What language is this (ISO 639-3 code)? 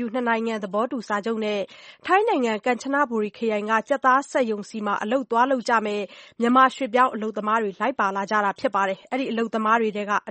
mya